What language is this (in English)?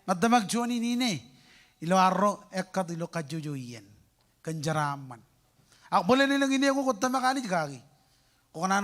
Marshallese